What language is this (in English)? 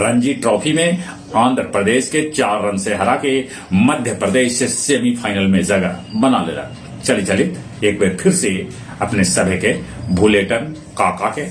Magahi